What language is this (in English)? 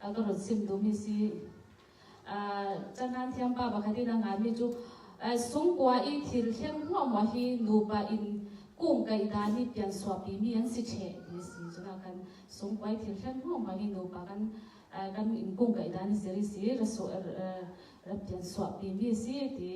Falam Chin